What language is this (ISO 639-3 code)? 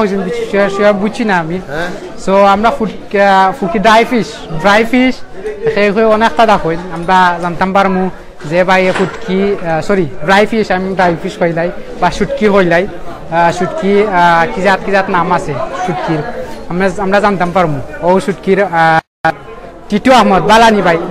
syl